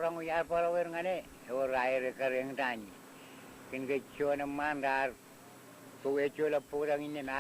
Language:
Marshallese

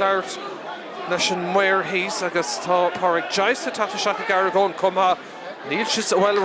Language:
Irish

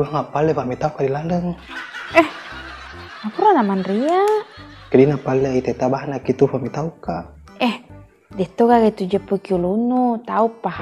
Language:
Buginese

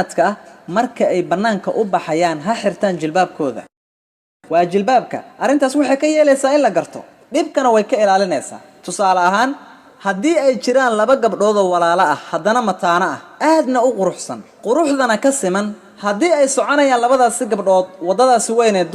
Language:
Somali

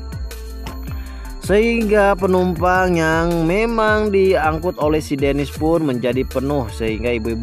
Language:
Indonesian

